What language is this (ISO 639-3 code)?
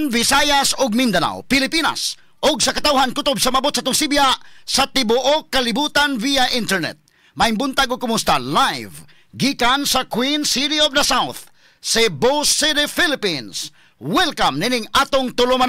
ceb